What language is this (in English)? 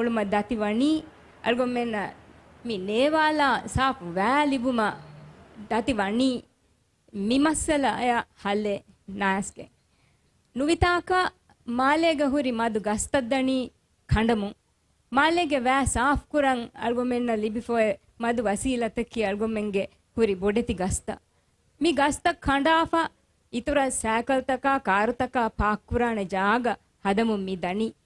Divehi